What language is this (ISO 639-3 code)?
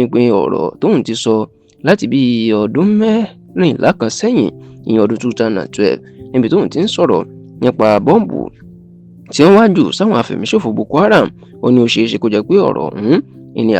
yor